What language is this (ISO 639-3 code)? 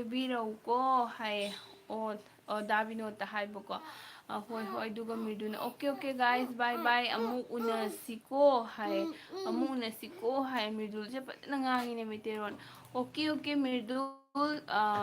mni